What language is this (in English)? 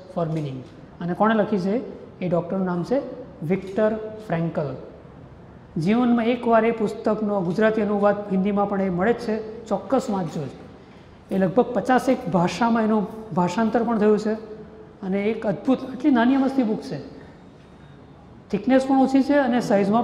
Gujarati